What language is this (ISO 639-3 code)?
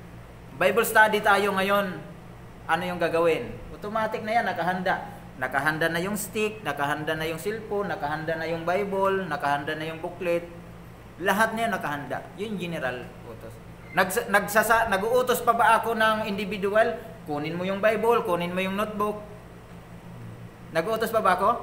fil